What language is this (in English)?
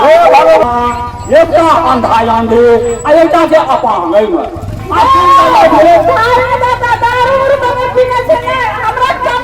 Maithili